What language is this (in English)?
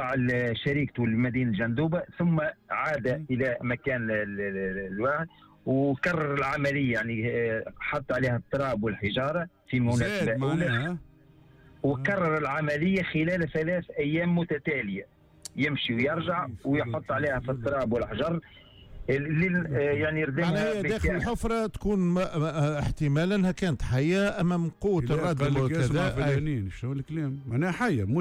Tunisian Arabic